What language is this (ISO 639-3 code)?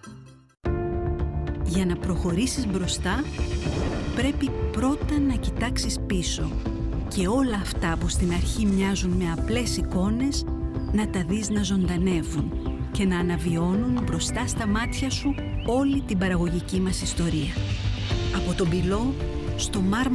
ell